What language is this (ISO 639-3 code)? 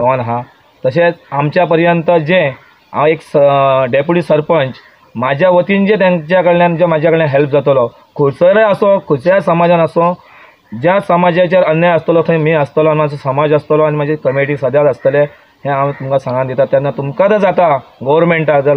kok